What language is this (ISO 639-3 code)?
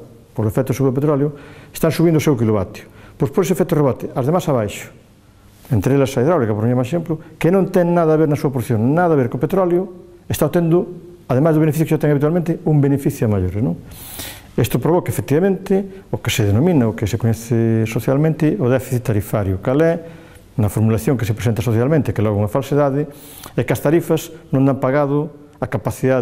glg